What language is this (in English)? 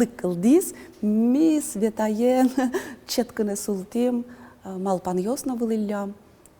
Udmurt